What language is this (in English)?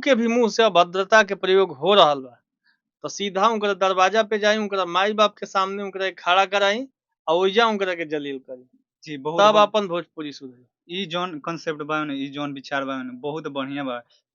Bhojpuri